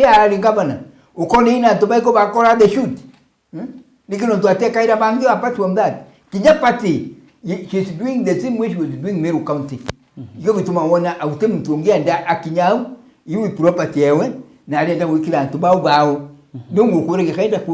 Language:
Meru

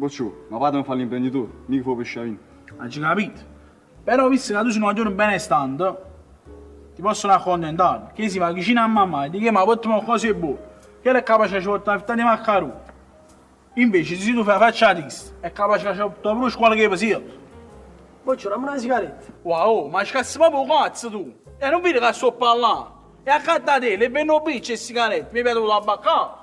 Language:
Neapolitan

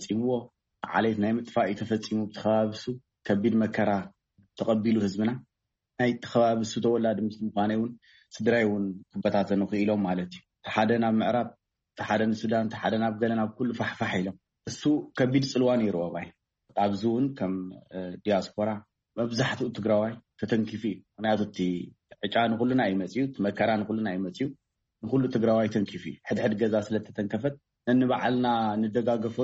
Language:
Tigrinya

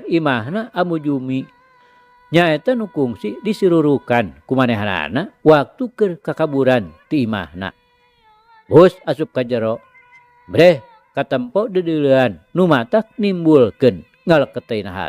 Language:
Sundanese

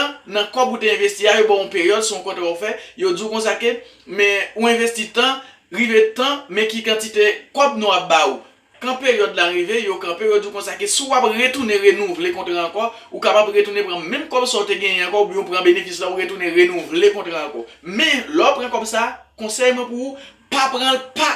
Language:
Haitian Creole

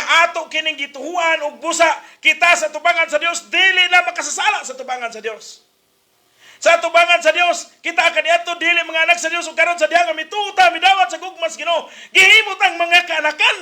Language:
Cebuano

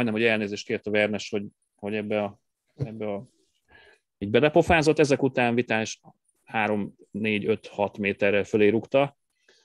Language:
Hungarian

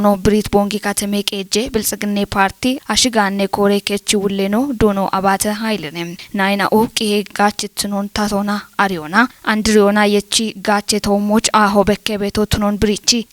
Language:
Kafa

